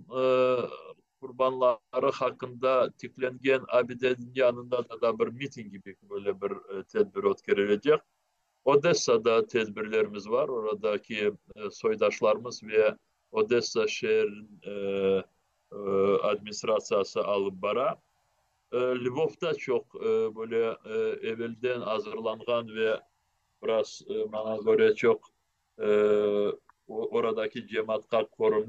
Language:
Crimean Tatar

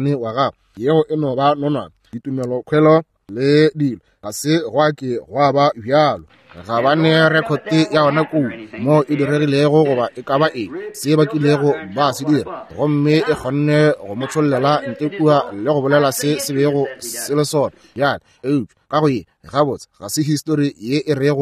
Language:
Northern Sotho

